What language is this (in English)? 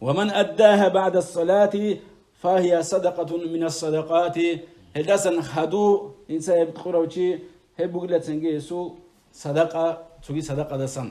Avaric